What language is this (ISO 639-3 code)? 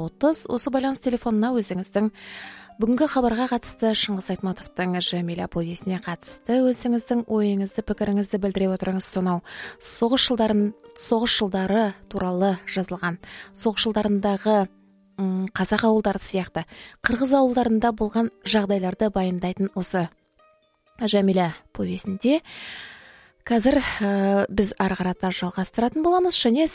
kaz